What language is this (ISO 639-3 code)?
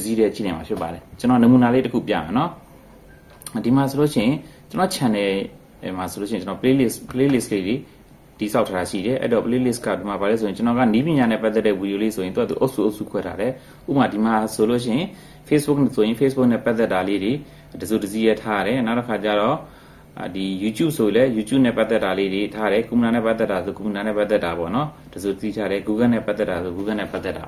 mya